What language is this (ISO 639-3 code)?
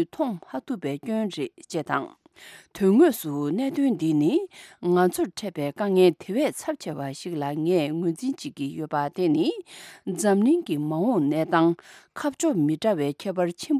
bod